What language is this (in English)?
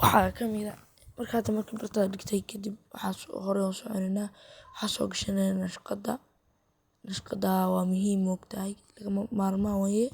Somali